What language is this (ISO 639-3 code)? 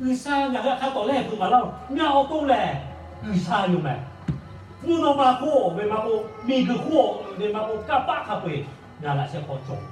lhu